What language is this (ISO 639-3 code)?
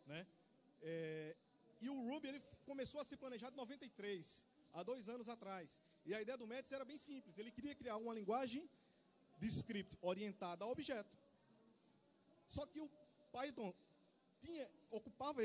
por